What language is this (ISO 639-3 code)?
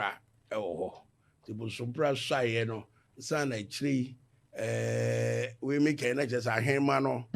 aka